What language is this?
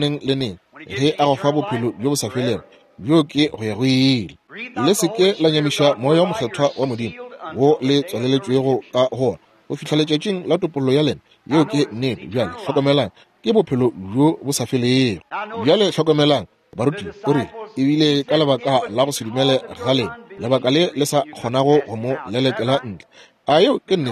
Northern Sotho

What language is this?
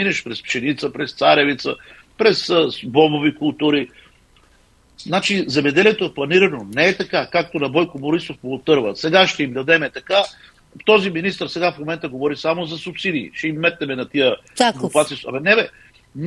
Bulgarian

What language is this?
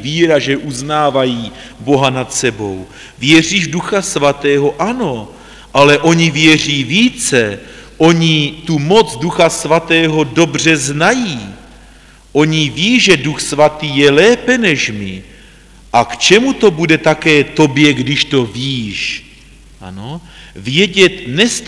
Czech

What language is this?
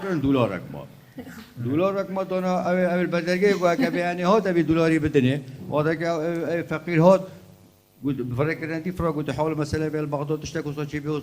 Kurdish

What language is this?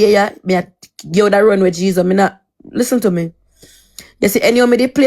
Jamaican Creole English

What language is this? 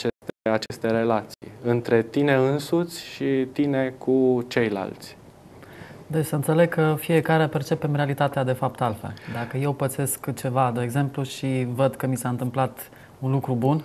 Romanian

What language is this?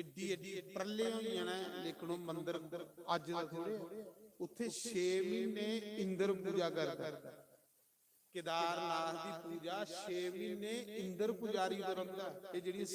Dogri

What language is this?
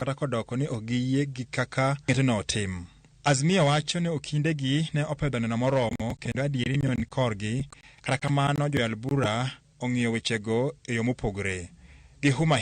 Luo (Kenya and Tanzania)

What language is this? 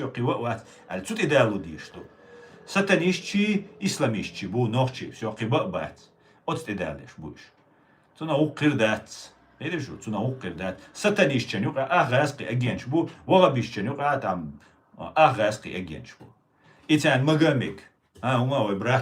Chechen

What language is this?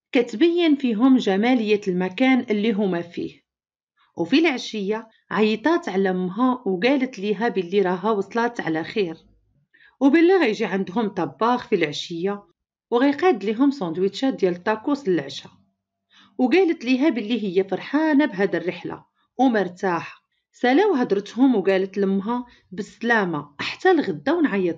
Moroccan Arabic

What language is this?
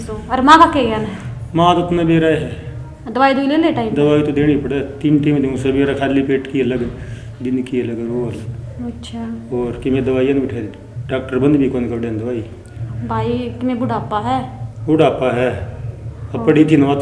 Haryanvi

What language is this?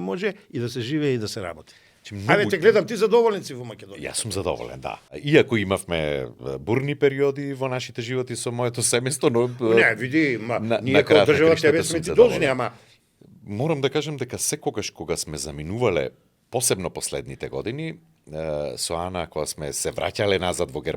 Macedonian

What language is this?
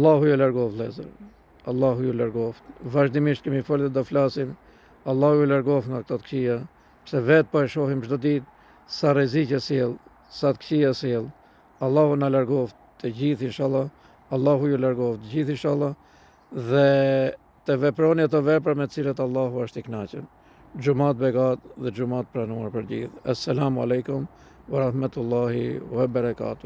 Albanian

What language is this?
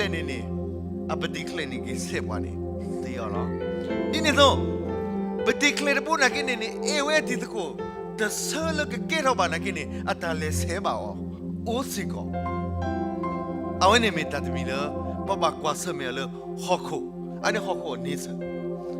S'gaw Karen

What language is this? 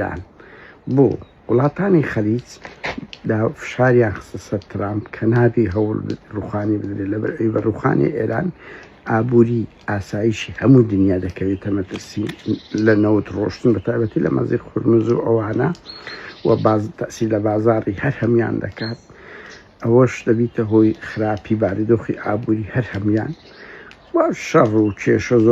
Central Kurdish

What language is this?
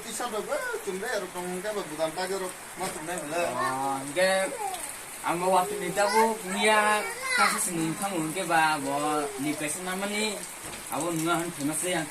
Kok Borok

